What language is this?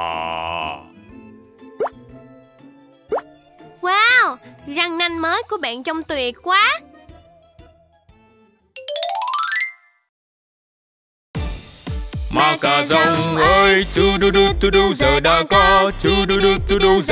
Vietnamese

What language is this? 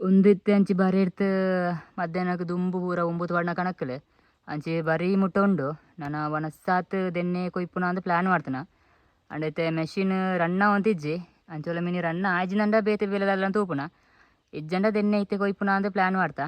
Tulu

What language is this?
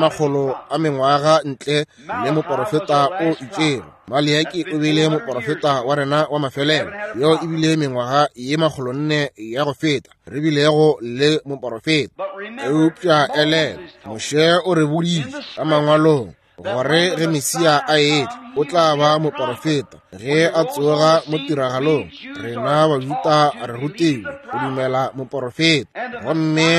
Northern Sotho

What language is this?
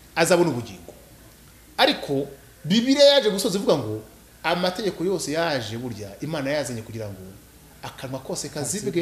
Kinyarwanda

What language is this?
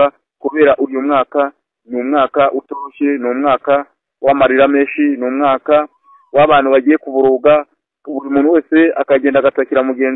Kinyarwanda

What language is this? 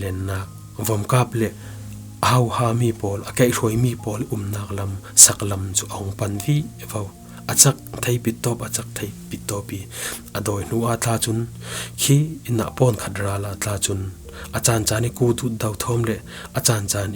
Falam Chin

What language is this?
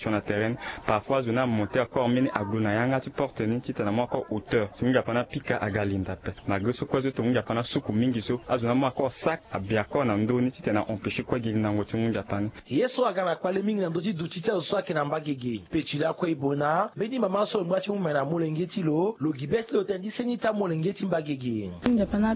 Sango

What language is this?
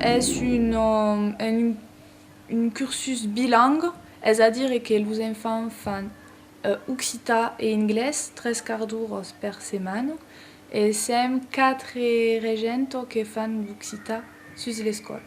Occitan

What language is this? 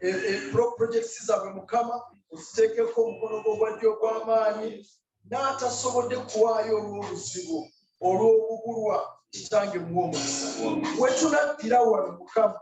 Ganda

